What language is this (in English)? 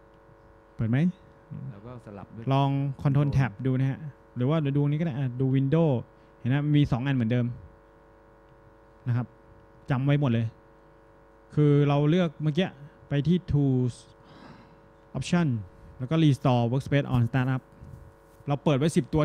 Thai